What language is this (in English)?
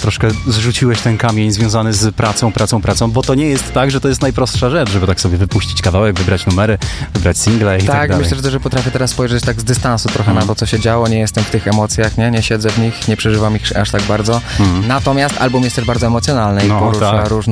Polish